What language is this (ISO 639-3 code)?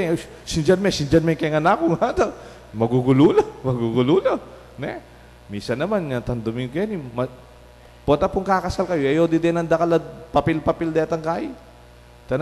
pam